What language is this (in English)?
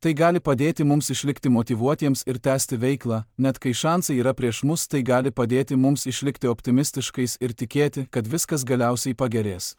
Lithuanian